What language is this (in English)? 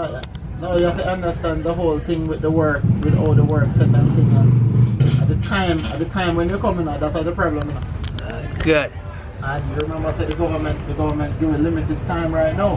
Jamaican Creole English